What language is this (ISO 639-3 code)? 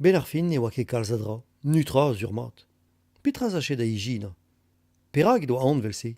bre